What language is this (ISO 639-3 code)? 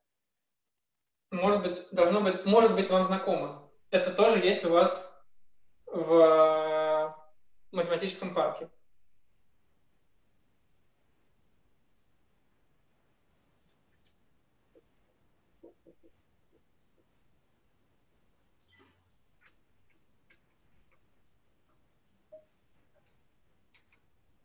rus